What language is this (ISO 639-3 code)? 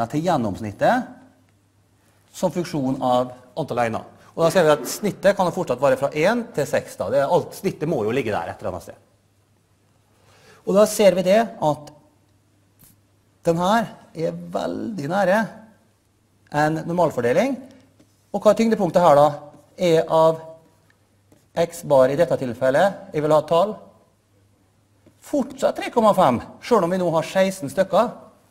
nor